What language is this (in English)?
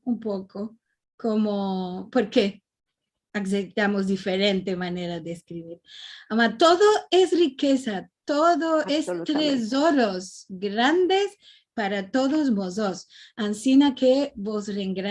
Ladino